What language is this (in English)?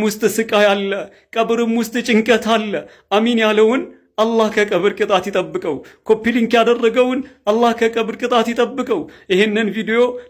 Amharic